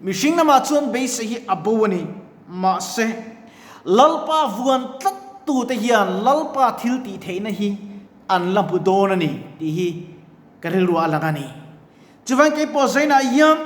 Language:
Mizo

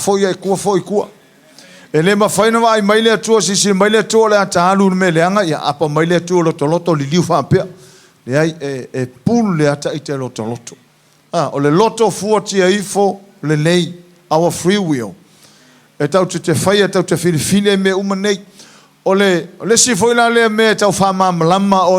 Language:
Samoan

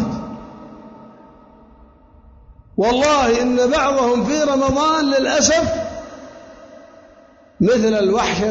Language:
Arabic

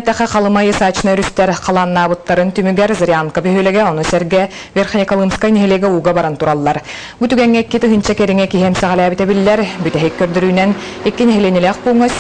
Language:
Yakut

